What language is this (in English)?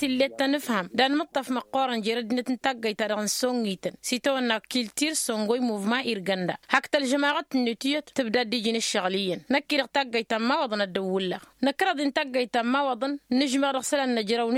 Tamasheq